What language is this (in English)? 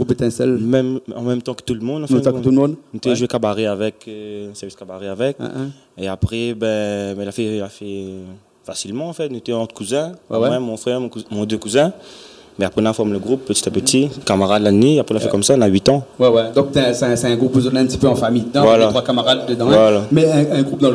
Réunion Creole French